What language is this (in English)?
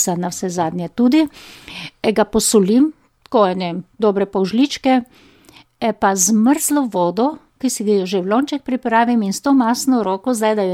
Slovenian